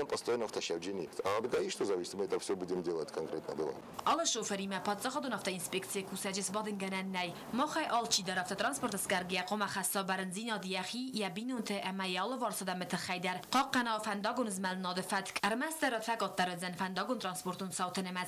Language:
Ossetic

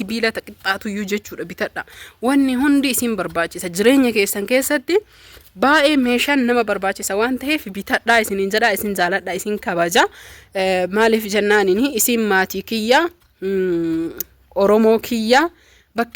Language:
Oromo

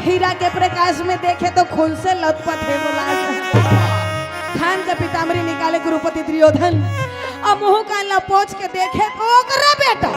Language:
Chhattisgarhi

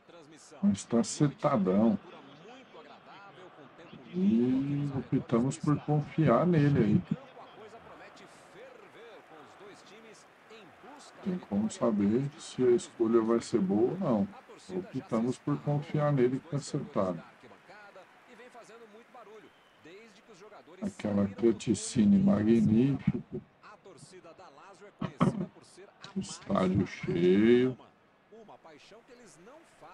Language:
Portuguese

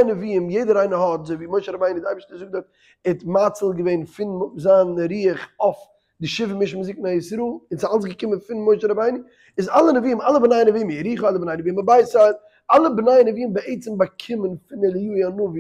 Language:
Yiddish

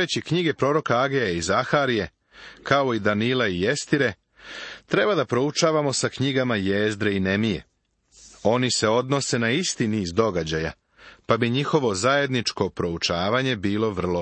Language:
Serbian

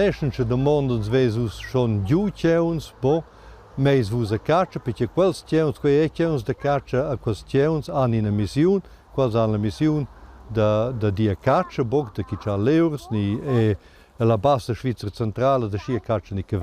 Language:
Romansh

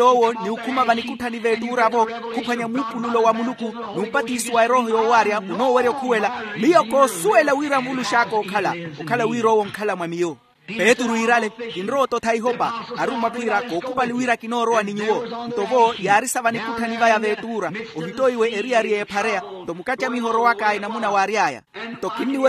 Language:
Makhuwa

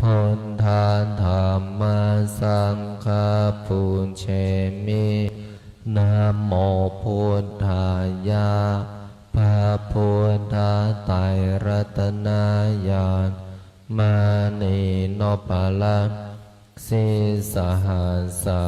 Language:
Pali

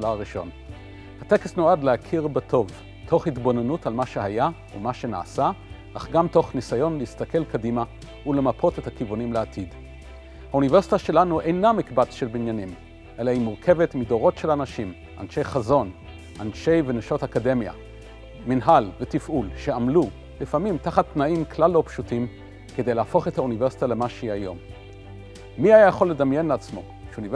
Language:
Hebrew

